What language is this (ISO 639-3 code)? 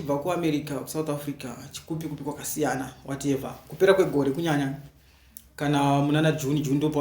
sna